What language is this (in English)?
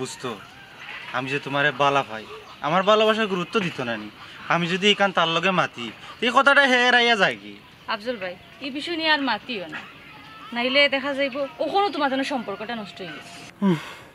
Sylheti